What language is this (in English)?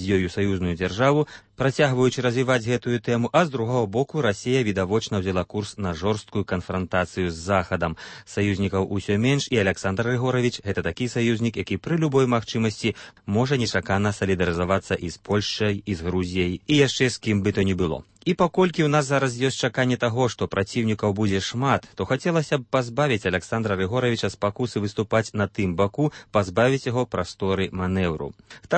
Belarusian